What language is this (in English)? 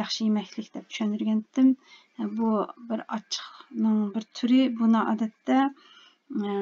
Uyghur